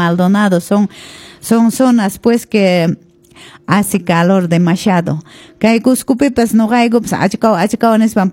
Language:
Quechua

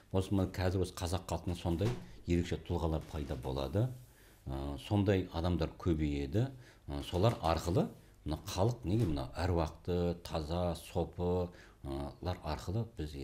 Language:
Kazakh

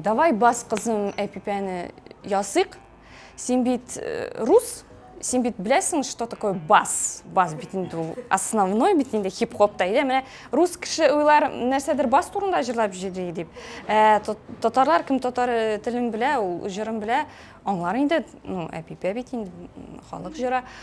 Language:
Tatar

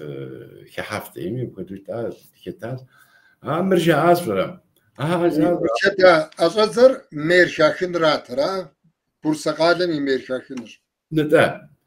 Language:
Kabardian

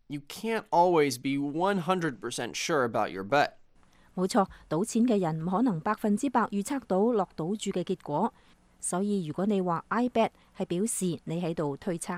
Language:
Cantonese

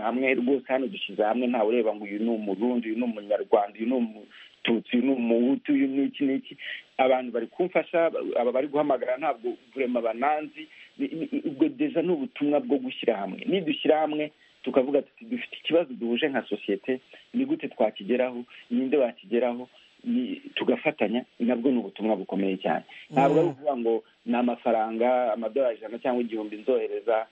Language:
Kinyarwanda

